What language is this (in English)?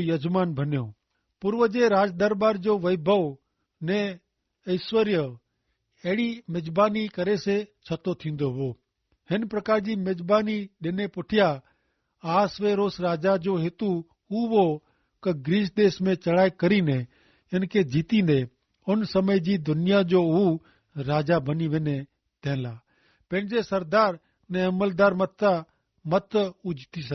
Kachhi